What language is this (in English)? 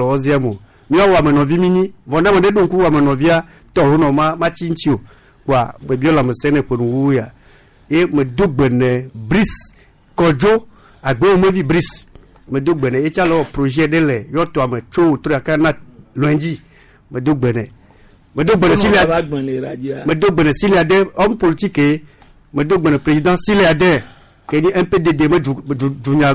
Gen